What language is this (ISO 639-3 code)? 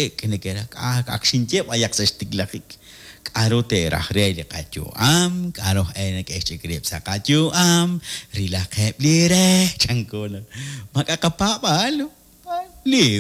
kek